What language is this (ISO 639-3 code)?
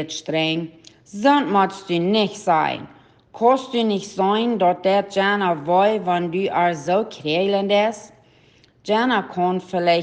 pdt